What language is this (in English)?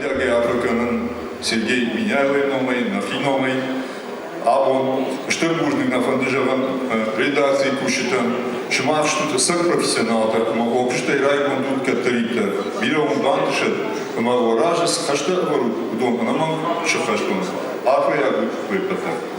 Ossetic